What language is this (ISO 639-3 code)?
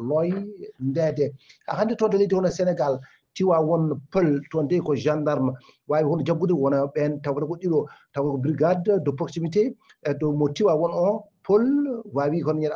ful